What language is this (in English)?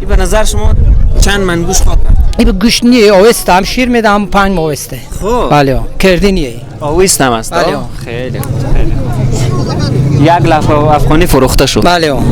Persian